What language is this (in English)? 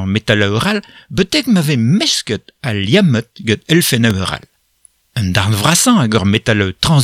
Breton